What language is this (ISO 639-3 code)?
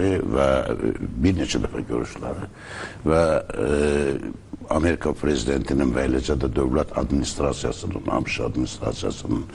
aze